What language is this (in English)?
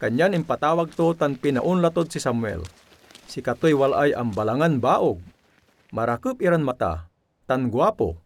Pangasinan